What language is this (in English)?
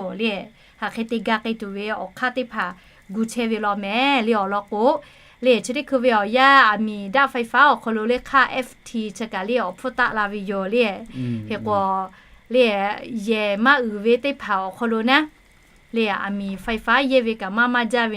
Lahu